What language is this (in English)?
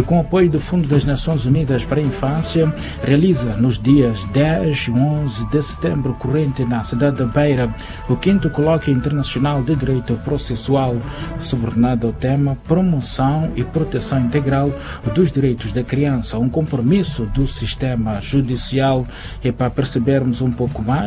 Portuguese